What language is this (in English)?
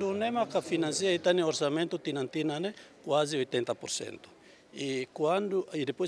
Tetum